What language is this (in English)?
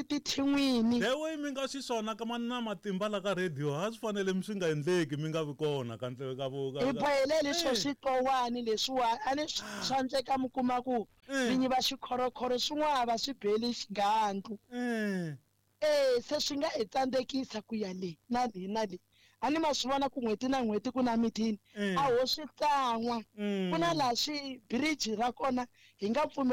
Tsonga